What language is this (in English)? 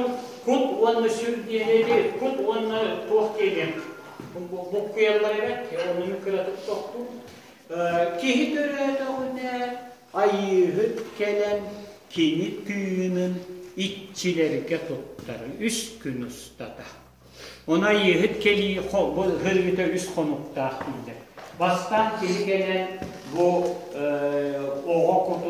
Yakut